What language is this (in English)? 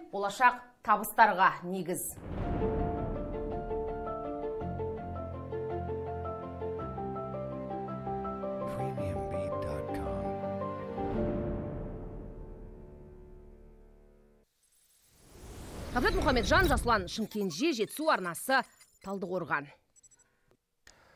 Kazakh